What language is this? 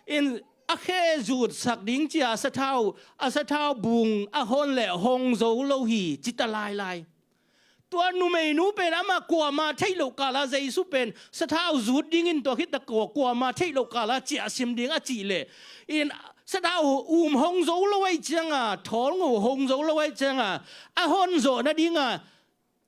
Tedim Chin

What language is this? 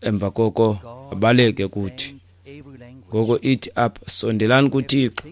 Xhosa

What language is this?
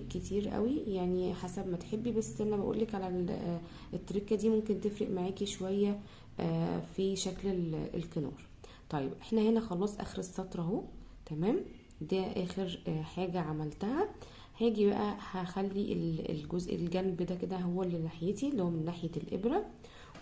Egyptian Arabic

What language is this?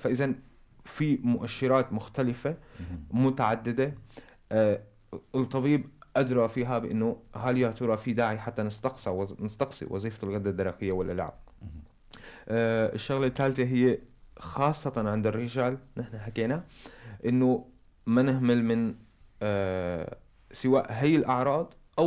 North Levantine Arabic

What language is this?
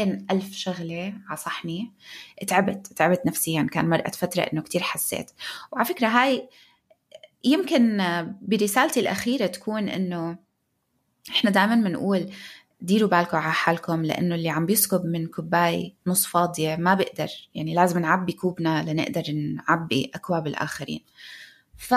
North Levantine Arabic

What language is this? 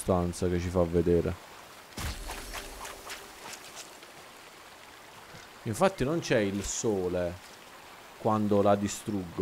Italian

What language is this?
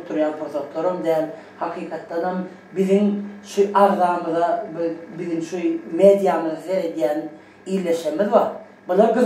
Turkmen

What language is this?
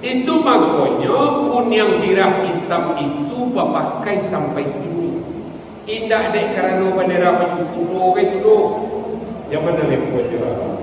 Minangkabau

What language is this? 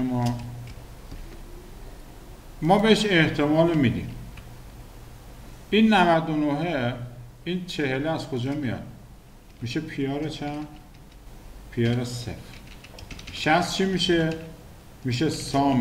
Persian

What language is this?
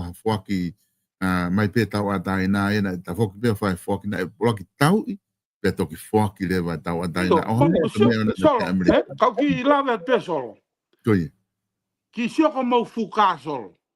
Tongan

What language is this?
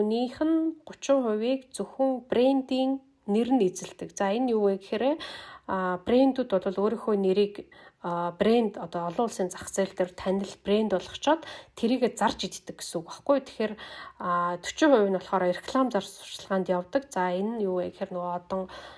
Mongolian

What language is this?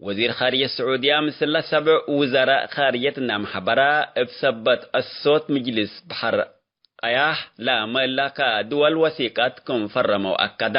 Tigre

